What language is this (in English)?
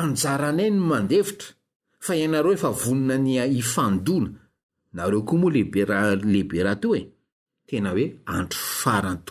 Malagasy